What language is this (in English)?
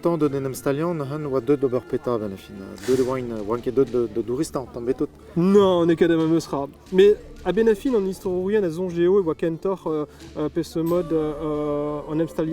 Breton